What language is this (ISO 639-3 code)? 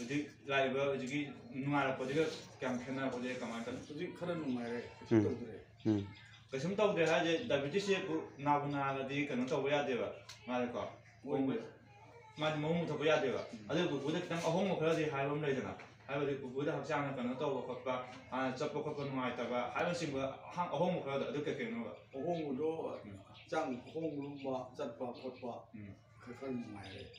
mni